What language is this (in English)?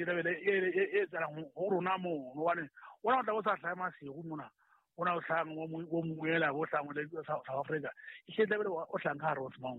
Southern Sotho